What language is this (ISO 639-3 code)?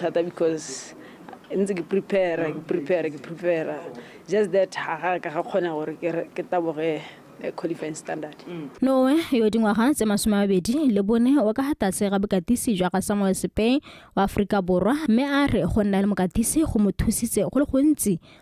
tsn